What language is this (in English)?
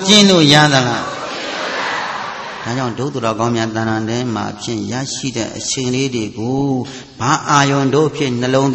Burmese